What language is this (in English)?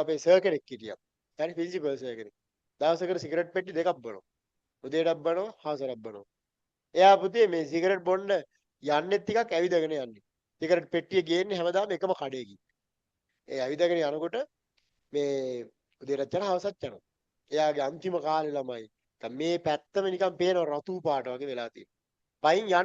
Sinhala